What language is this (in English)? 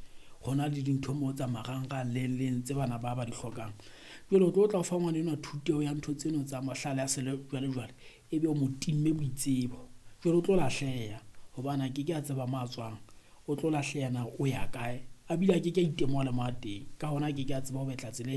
Southern Sotho